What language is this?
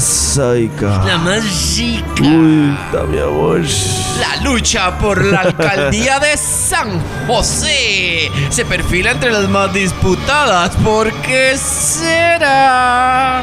Spanish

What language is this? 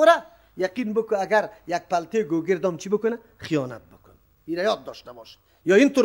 Persian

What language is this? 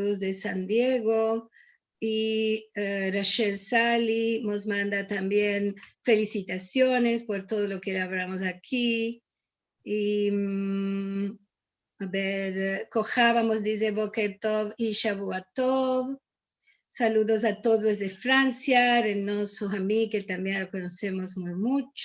Ladino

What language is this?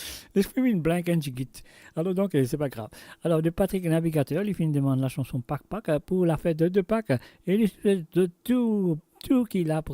Morisyen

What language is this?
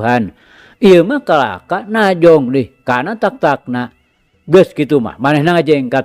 Sundanese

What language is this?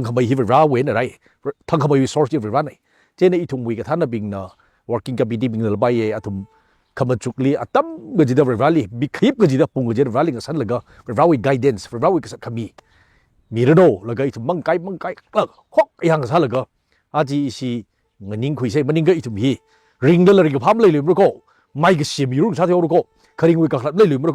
Tangkhul Naga (India)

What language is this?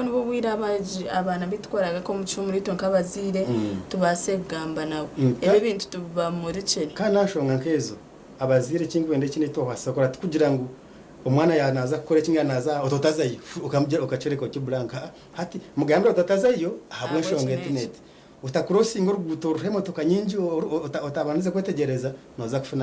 Nyankole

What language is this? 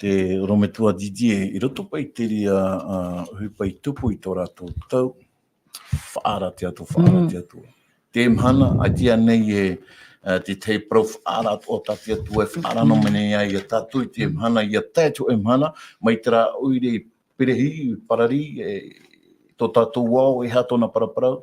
Tahitian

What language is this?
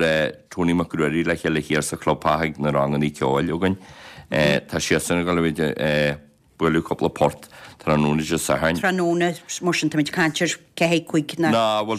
Irish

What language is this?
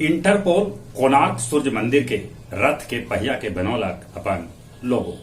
Magahi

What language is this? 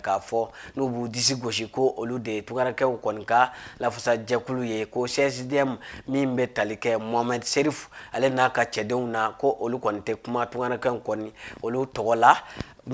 Bambara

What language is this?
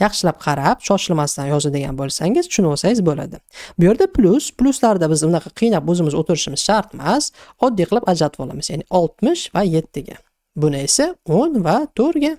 Uzbek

